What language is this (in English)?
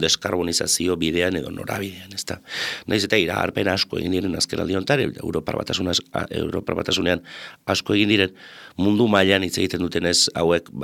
Basque